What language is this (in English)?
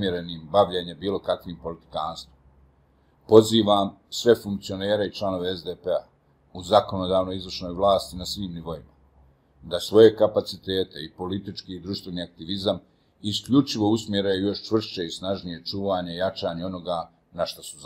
Bosnian